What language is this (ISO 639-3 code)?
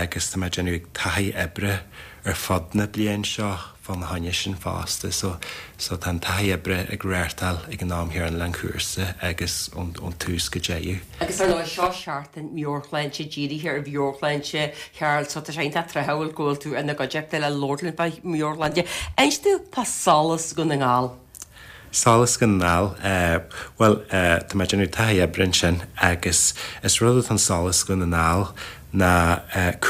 gle